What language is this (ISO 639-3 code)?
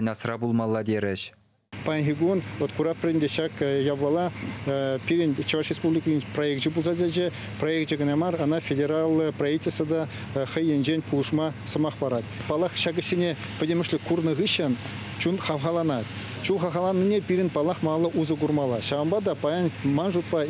chv